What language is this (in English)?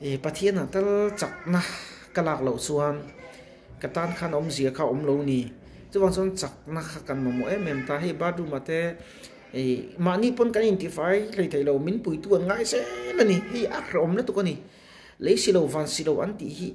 Mizo